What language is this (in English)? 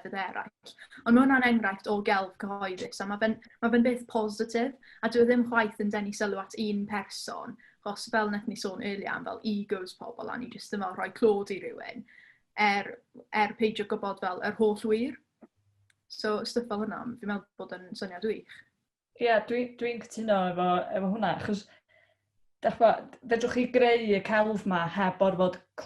Welsh